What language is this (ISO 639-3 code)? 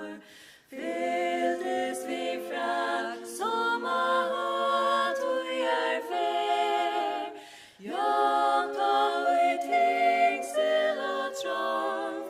fao